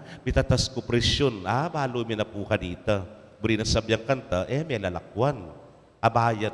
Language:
Pampanga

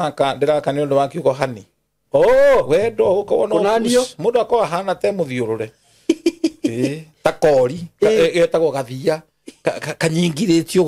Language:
Kikuyu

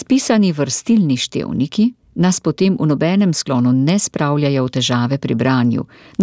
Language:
Slovenian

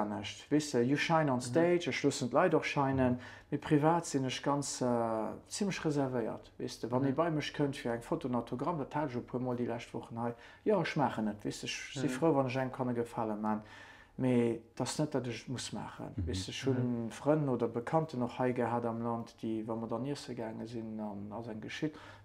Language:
Luxembourgish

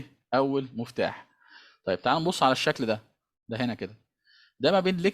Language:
Egyptian Arabic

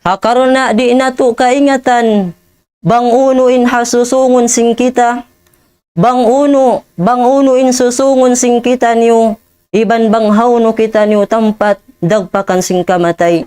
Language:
Tausug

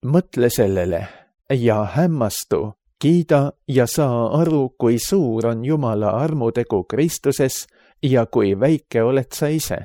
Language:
Estonian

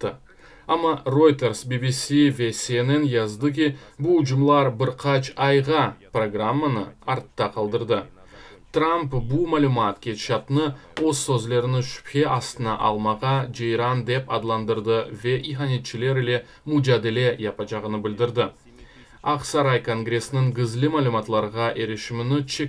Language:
Crimean Tatar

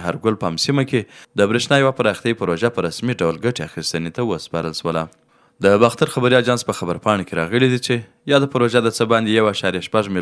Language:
Pashto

